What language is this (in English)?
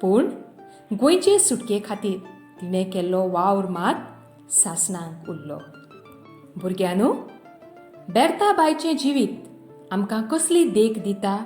Konkani